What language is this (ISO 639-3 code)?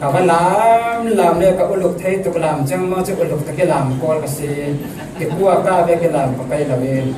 cfm